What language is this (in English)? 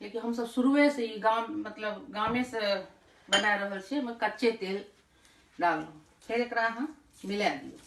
Maithili